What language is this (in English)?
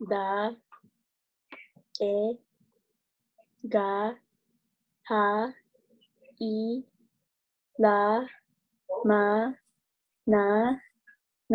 Filipino